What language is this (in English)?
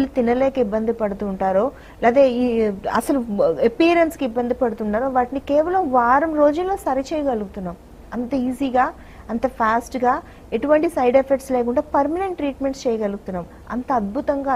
Telugu